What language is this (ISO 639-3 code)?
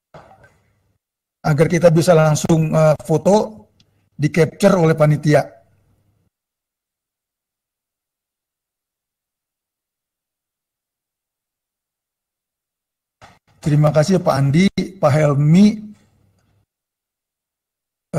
ind